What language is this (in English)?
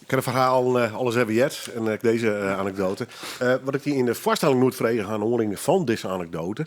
Western Frisian